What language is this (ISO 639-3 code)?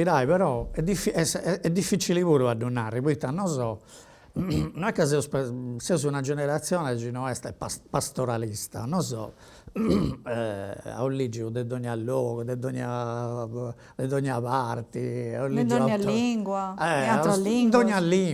srd